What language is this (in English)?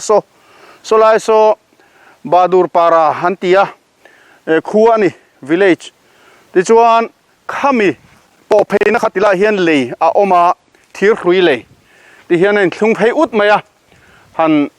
Mizo